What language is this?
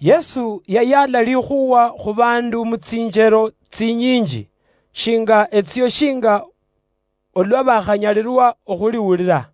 Luyia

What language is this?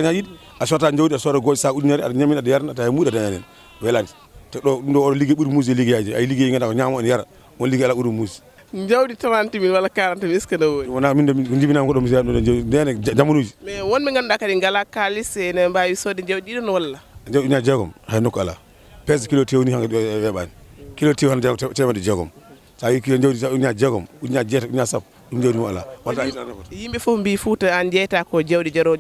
Fula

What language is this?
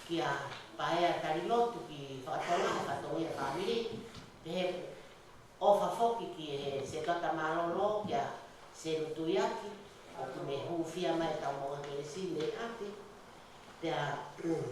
Tongan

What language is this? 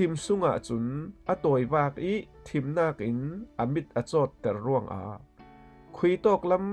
Falam Chin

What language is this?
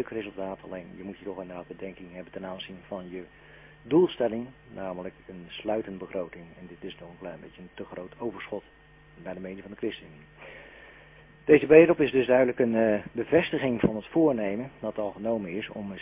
Dutch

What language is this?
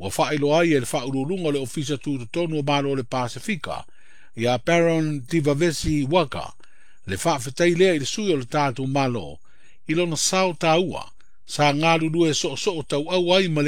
Samoan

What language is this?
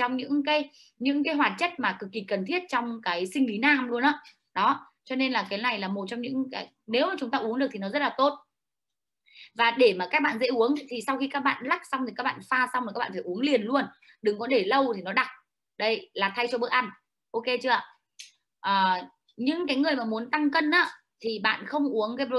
Vietnamese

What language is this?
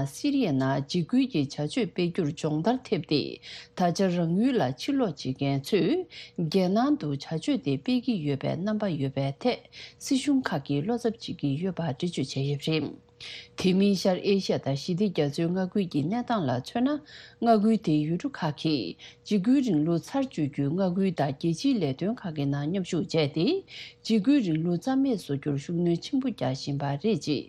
Tibetan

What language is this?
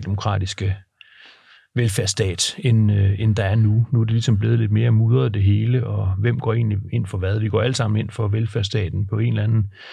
Danish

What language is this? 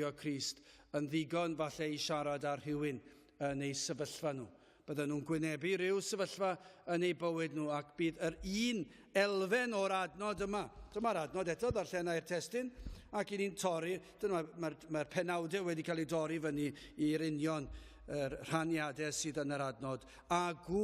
Welsh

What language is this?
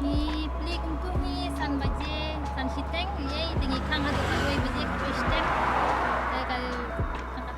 Khasi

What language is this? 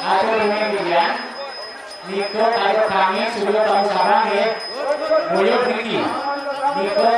Balinese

